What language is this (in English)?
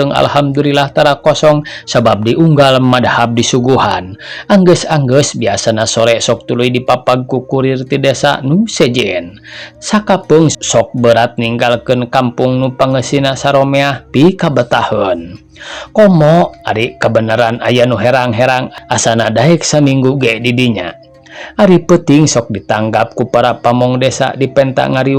Sundanese